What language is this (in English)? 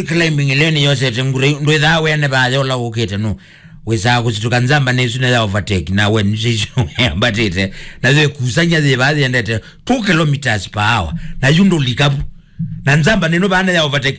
Kamba